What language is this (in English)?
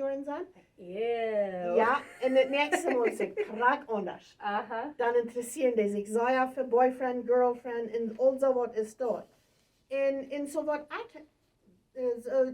Plautdietsch